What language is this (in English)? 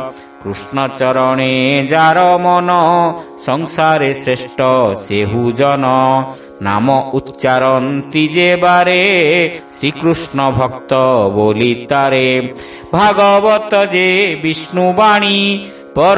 Odia